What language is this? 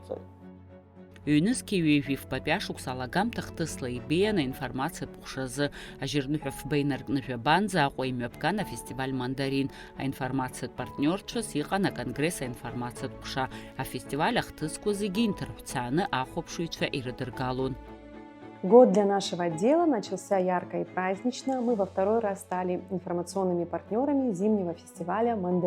Abkhazian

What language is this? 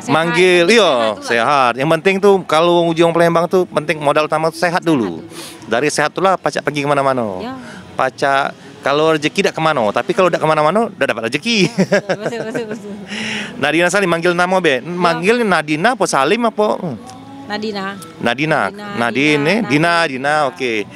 Musi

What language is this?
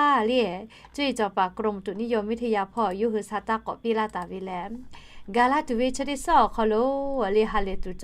Lahu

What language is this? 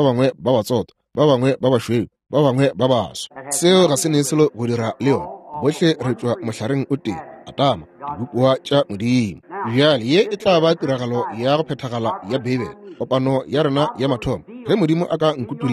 Northern Sotho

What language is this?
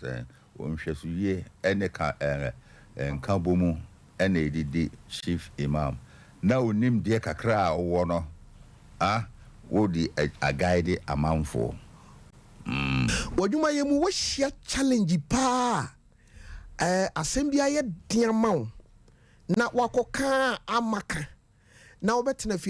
Akan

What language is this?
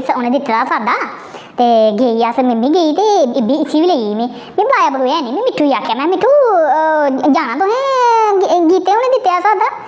Dogri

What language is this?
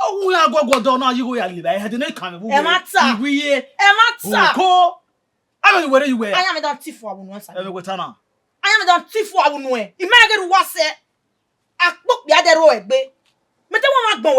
Bini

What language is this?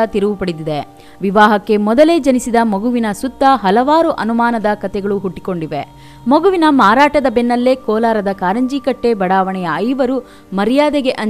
Kannada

